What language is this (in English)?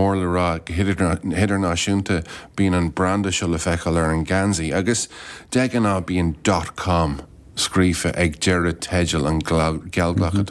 Irish